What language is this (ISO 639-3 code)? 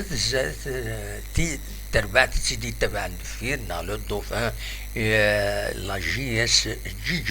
kab